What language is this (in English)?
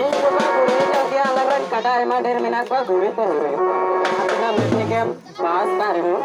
Santali